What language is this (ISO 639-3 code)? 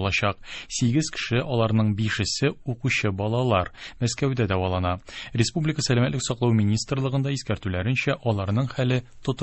tat